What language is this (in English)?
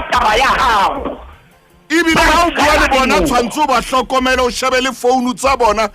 Southern Sotho